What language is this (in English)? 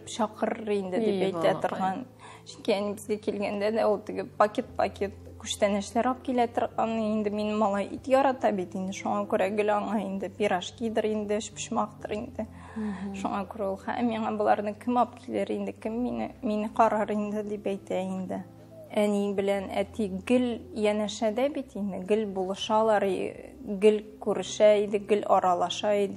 Tatar